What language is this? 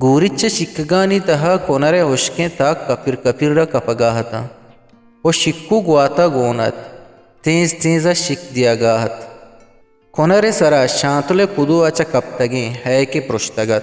Eastern Balochi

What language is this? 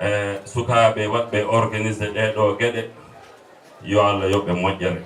Fula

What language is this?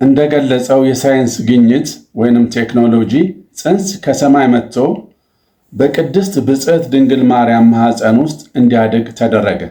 Amharic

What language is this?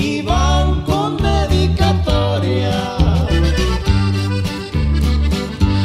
Spanish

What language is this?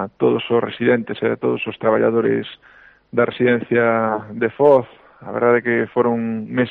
Galician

